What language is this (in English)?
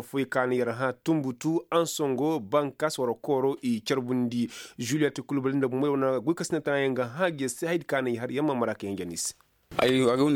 Koyraboro Senni